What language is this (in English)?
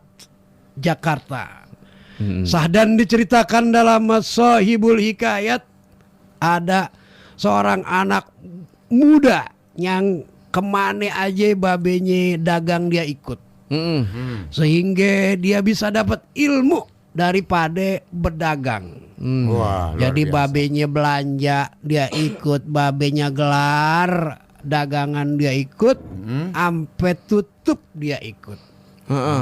Betawi